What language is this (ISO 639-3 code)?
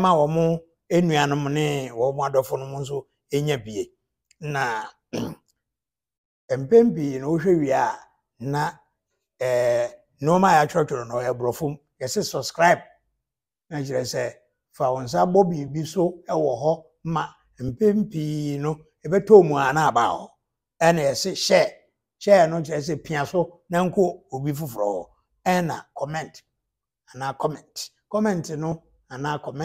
aka